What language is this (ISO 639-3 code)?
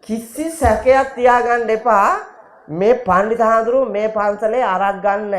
sin